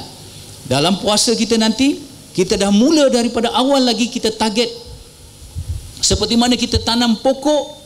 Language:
Malay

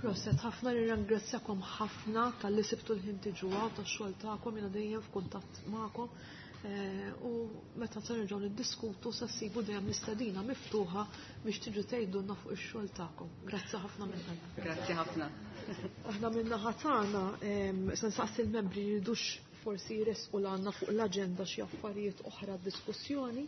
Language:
Maltese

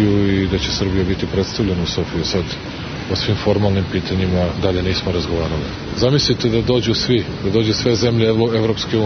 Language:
Serbian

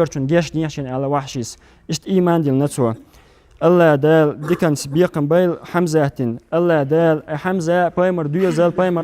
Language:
Chechen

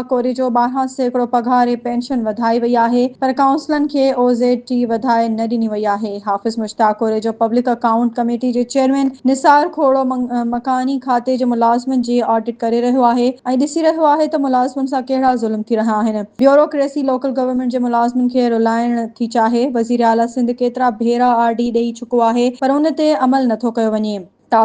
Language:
Sindhi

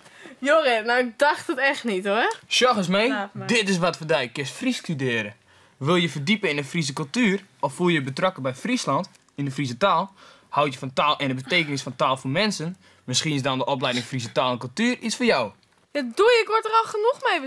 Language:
Western Frisian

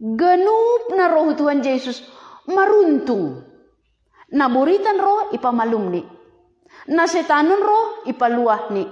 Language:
Batak Simalungun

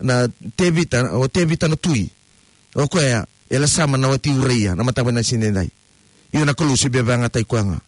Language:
Fijian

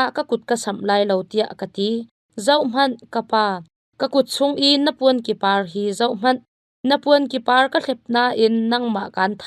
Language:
Hakha Chin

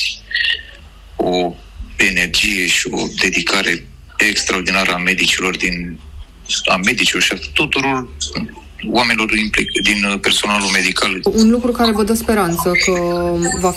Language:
Romanian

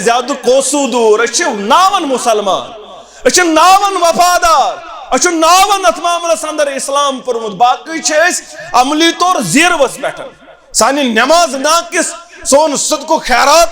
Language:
Kashmiri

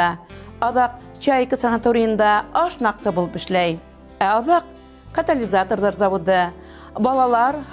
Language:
Bashkir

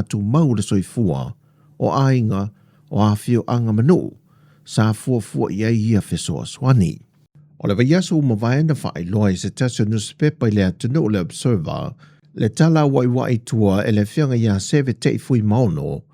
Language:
Samoan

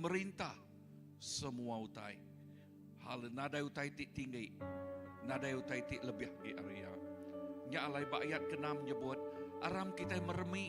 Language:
Iban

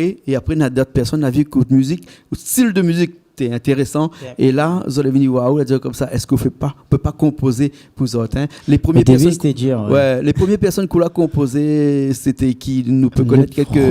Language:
Réunion Creole French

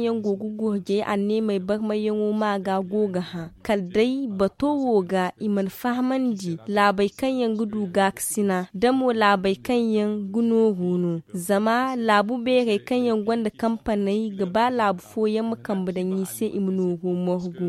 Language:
Zarma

